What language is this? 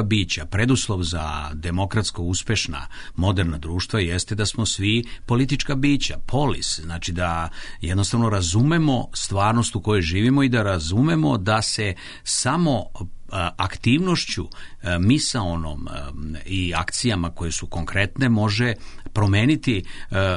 Serbian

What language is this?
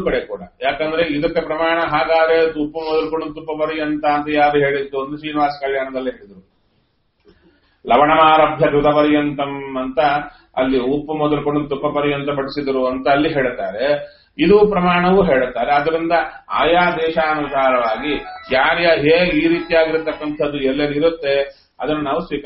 Kannada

